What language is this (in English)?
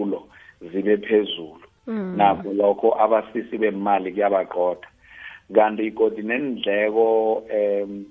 South Ndebele